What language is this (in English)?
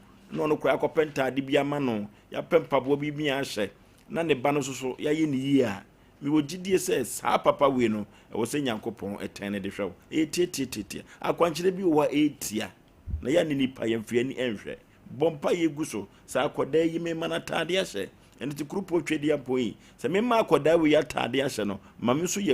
Akan